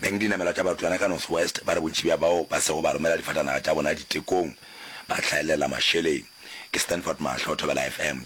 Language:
Northern Sotho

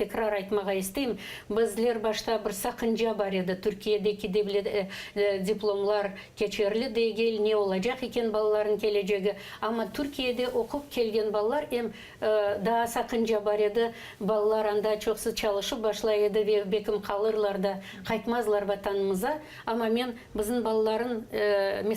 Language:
Crimean Tatar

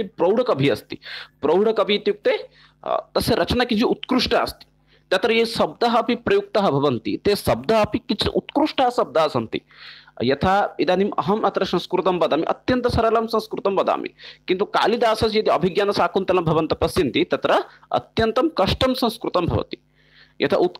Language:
Sanskrit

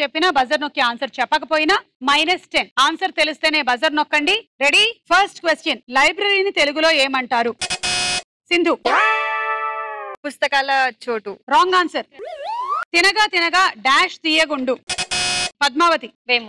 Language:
Telugu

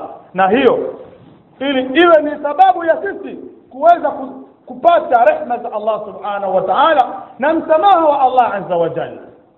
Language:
Swahili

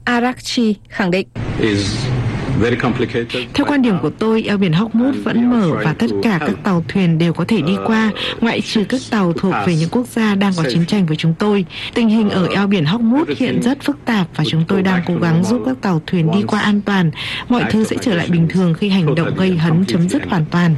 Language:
Vietnamese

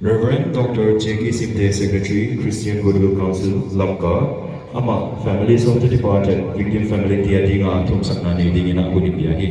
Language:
Paite Chin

